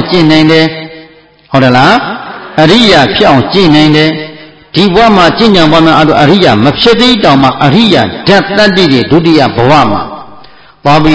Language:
Burmese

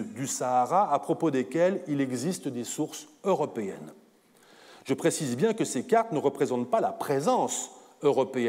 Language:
French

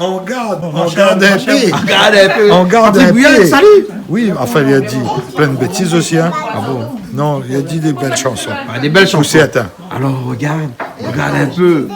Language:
Réunion Creole French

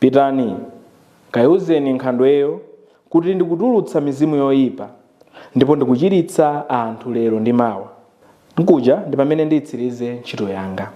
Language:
Nyanja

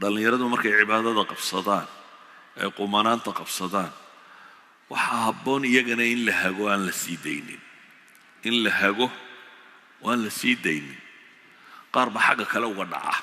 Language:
Somali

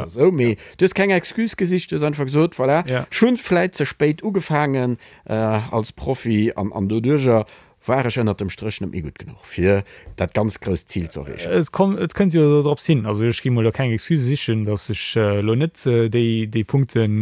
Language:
Luxembourgish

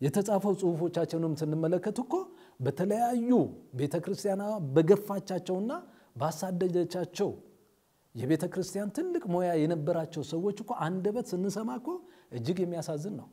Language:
Amharic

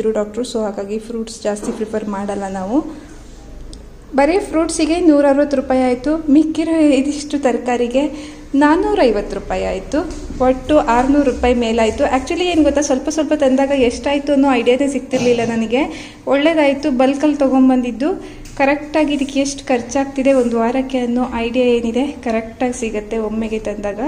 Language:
Kannada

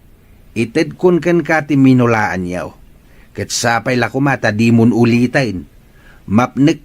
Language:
Iloko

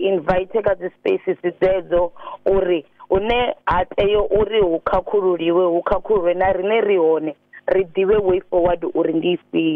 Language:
Venda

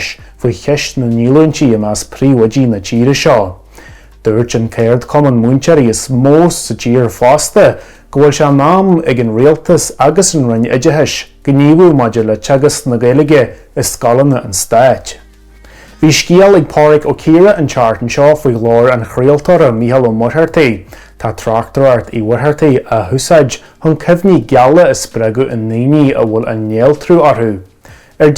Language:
Irish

